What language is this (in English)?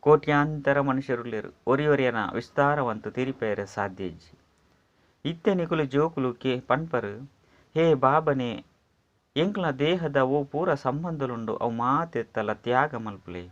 Tulu